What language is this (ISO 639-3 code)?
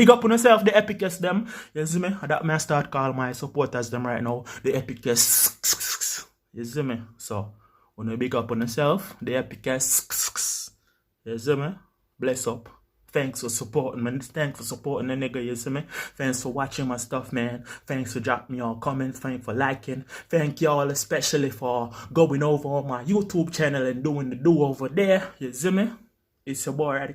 jam